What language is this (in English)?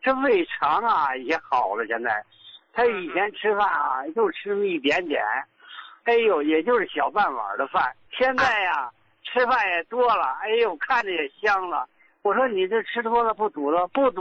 Chinese